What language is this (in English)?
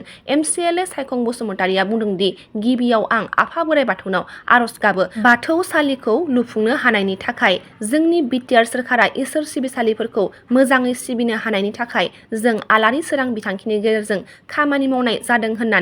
Bodo